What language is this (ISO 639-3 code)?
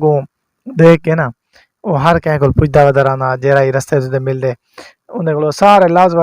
skr